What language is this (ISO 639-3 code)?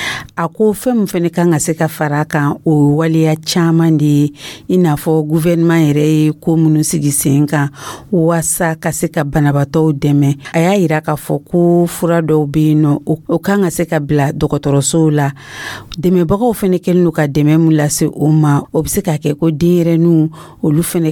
dyu